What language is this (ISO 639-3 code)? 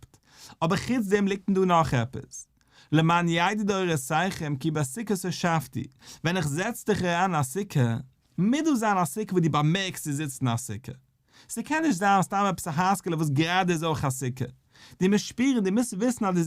yid